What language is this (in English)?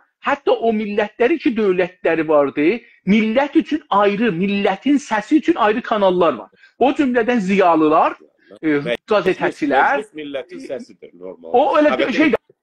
South Azerbaijani